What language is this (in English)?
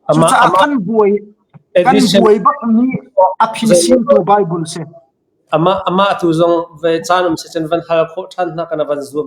Hakha Chin